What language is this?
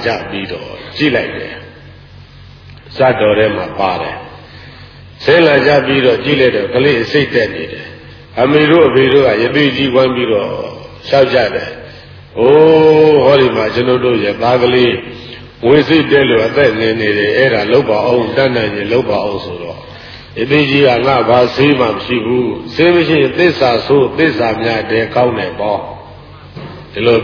Burmese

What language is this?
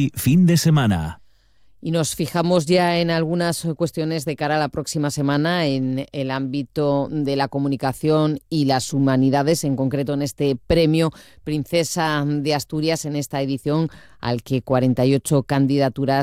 Spanish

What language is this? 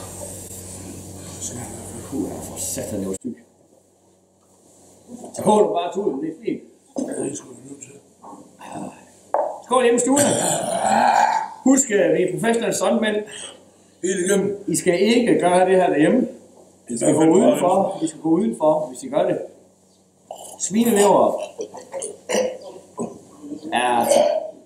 Danish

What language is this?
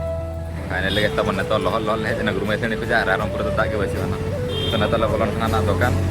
Santali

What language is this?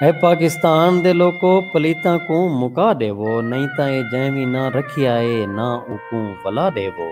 Saraiki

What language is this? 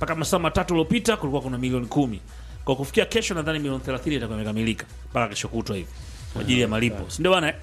Swahili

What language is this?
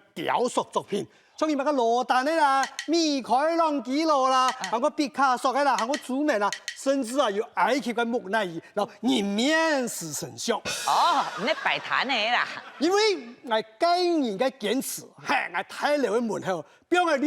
Hakka Chinese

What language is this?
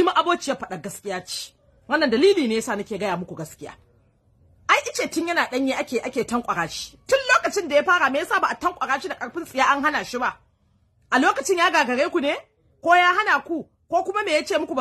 Hausa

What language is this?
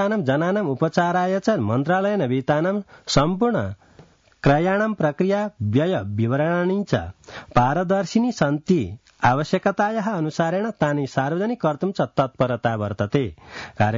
Sanskrit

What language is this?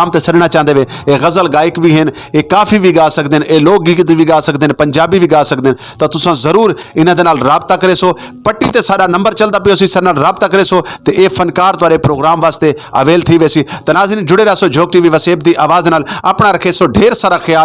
Saraiki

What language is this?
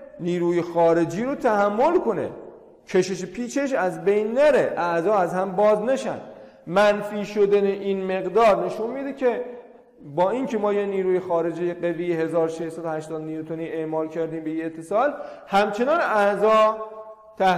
Persian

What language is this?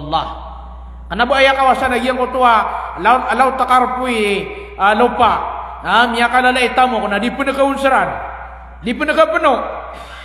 Maranao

